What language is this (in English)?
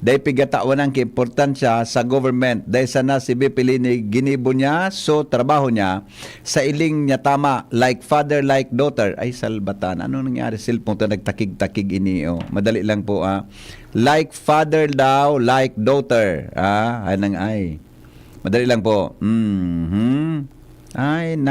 Bikol